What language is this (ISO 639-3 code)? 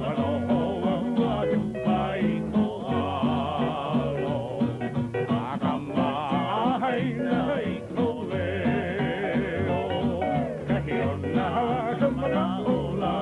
haw